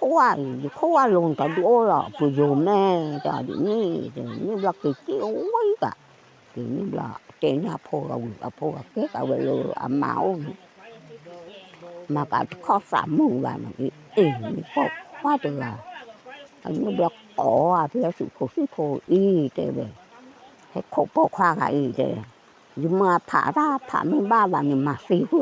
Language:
S'gaw Karen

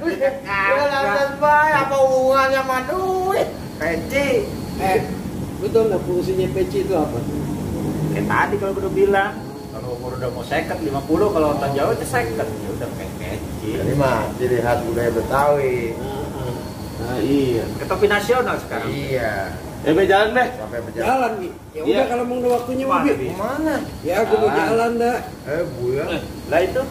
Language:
Betawi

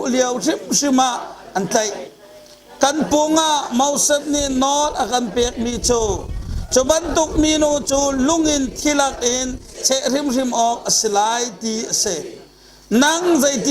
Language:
Hakha Chin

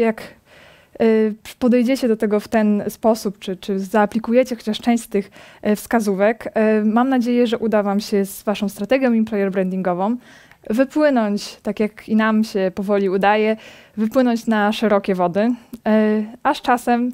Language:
Polish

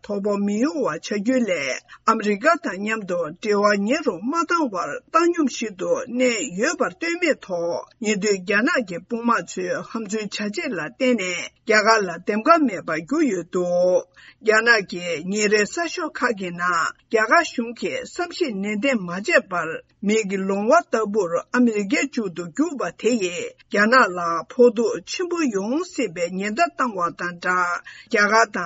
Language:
Tibetan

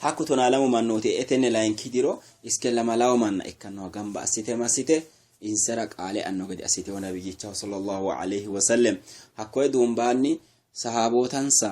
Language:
Sidamo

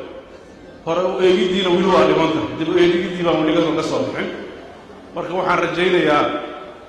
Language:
Somali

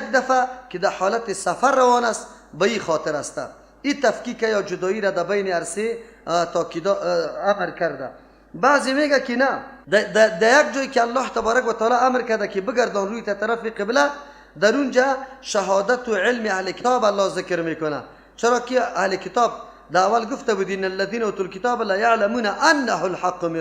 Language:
Persian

